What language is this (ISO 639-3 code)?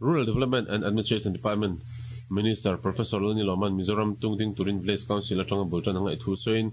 lus